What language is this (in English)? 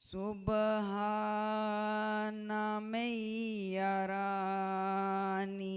Bambara